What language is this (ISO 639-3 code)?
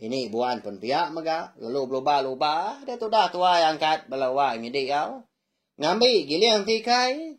iba